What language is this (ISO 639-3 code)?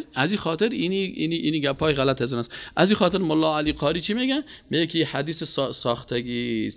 fas